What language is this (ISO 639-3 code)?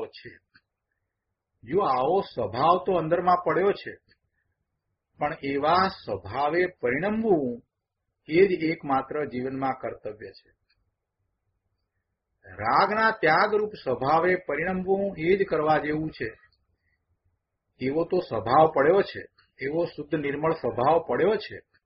guj